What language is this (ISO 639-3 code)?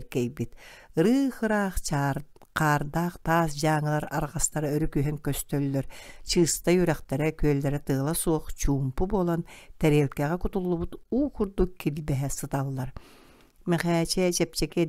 sah